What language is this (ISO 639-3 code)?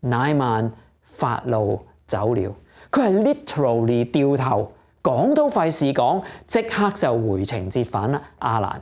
yue